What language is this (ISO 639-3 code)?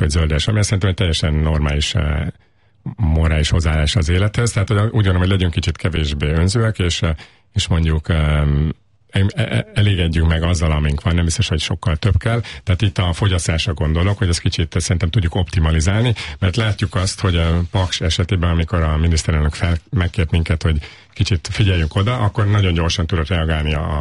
hun